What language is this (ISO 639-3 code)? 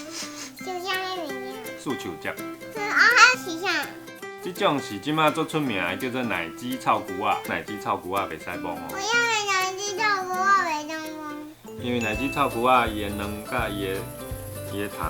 nan